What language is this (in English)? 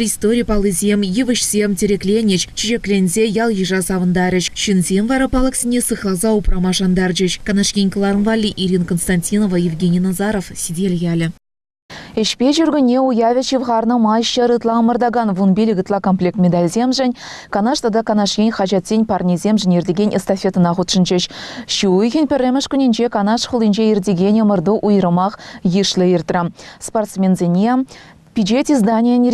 Chuvash